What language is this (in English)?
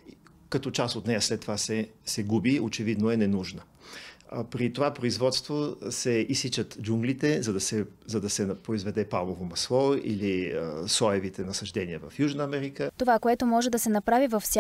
Bulgarian